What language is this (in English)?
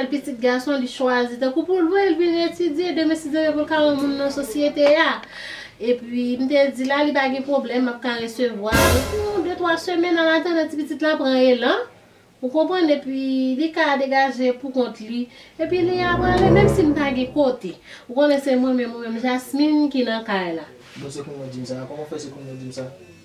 Haitian Creole